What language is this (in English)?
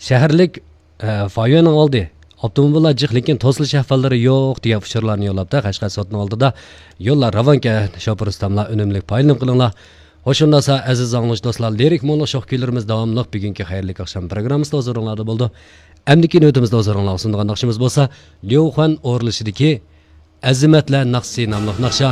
Uyghur